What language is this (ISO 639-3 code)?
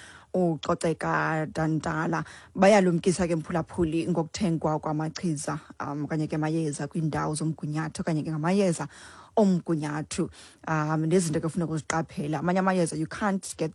xho